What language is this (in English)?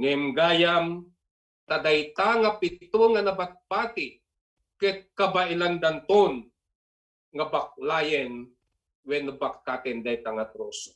Iloko